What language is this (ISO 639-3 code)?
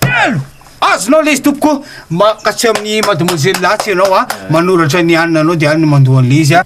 mlg